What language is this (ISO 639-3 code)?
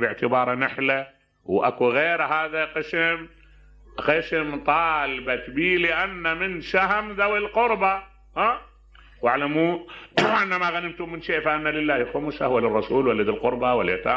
acm